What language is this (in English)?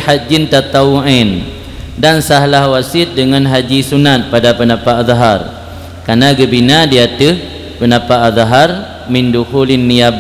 Achinese